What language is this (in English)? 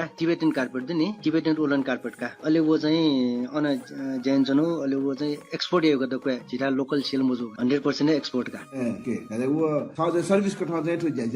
Newari